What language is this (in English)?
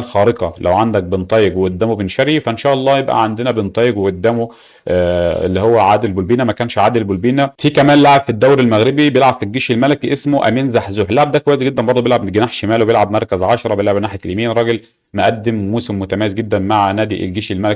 Egyptian Arabic